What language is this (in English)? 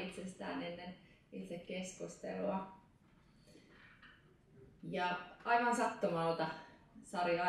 Finnish